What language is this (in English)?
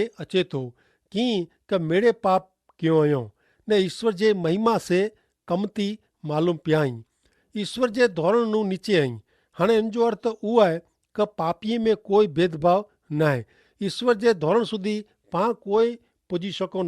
Kachhi